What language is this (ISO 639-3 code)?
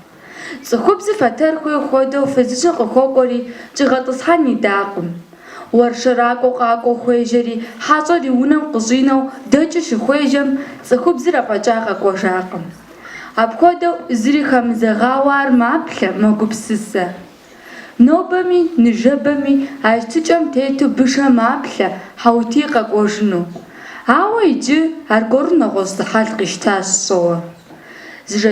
kbd